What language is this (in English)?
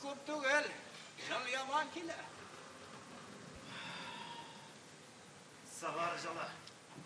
Tatar